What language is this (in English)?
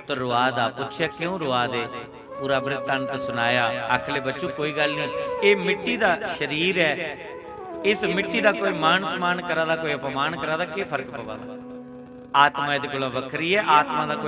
Dogri